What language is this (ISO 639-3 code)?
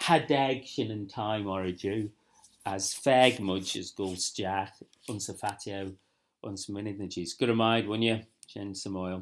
glv